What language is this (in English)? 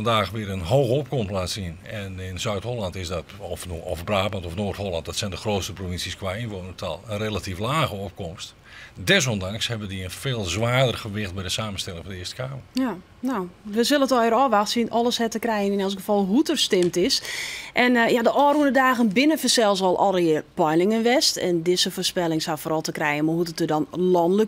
Western Frisian